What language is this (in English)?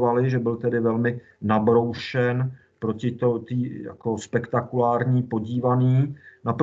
Czech